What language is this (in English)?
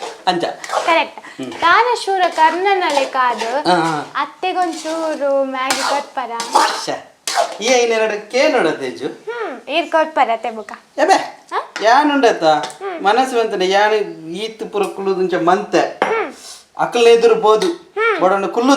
Tulu